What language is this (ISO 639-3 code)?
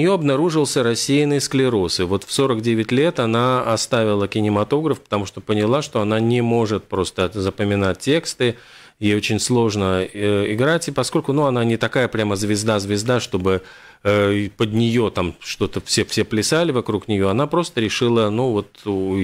rus